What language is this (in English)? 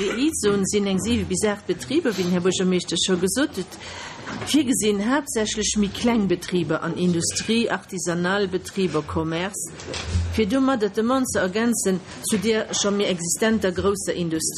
Luxembourgish